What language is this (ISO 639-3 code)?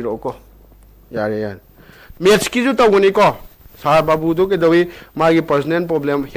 mni